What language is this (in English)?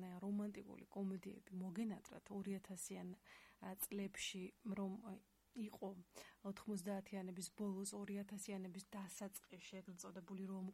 Georgian